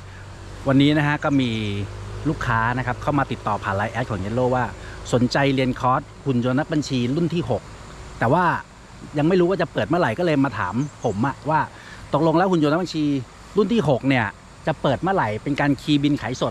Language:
Thai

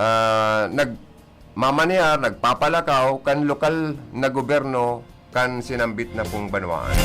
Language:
Bikol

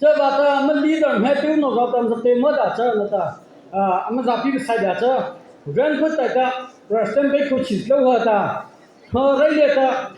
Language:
Mara Chin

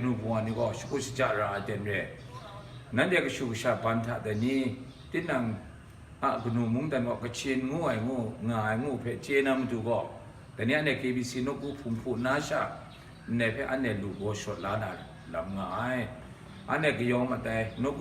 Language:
Kachin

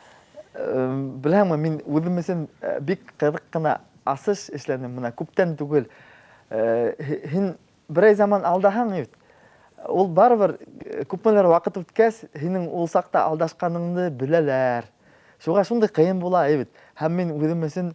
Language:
Bashkir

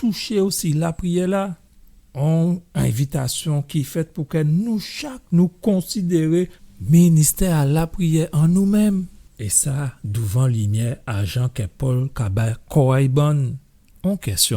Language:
Guadeloupean Creole French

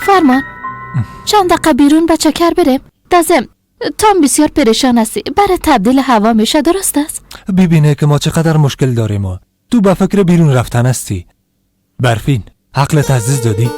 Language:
Persian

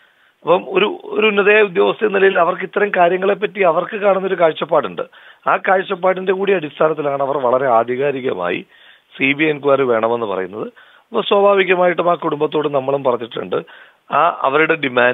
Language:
Malayalam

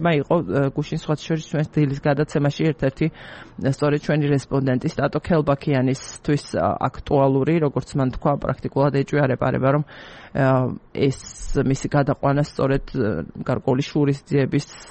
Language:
Georgian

